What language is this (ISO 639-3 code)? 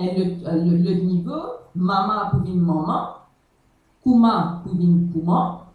mfe